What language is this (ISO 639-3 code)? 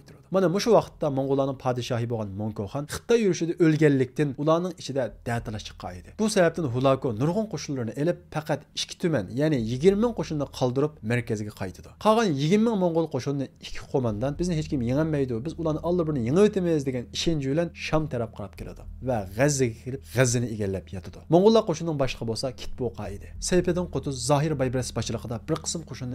uig